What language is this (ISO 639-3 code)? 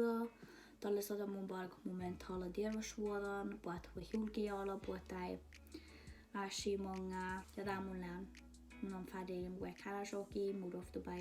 sme